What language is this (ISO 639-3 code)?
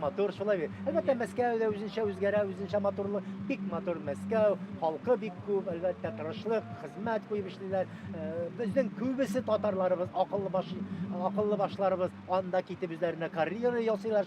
tat